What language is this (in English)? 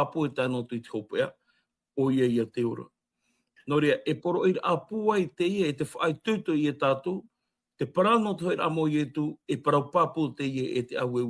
Tahitian